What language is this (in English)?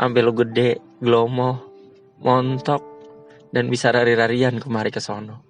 Betawi